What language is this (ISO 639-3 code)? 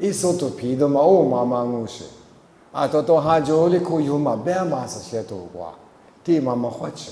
lis